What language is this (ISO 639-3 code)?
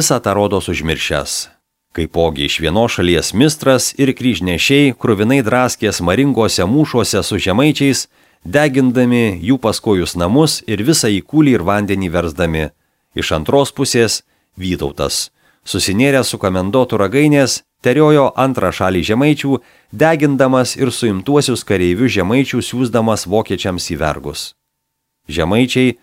lit